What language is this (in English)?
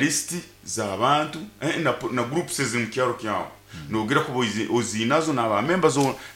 Nyoro